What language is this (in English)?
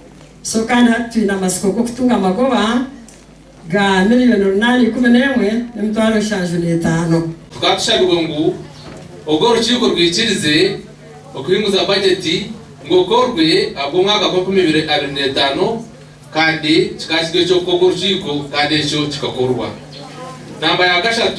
Nyankole